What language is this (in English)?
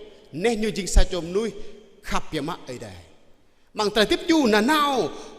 Jarai